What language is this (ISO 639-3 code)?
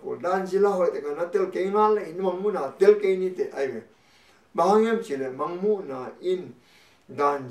ctd